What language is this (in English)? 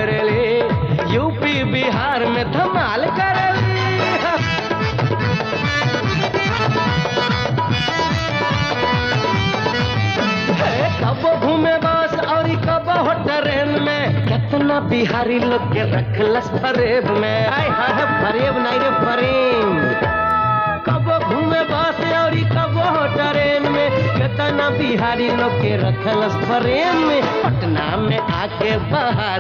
Bhojpuri